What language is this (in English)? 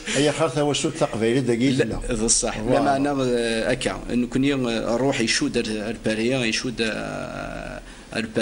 Kabyle